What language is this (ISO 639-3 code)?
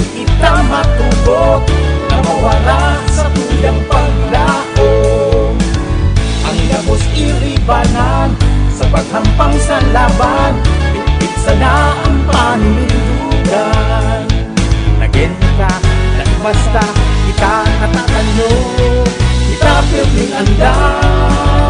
bik